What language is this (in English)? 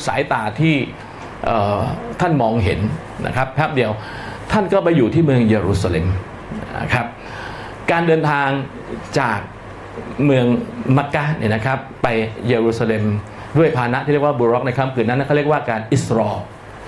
Thai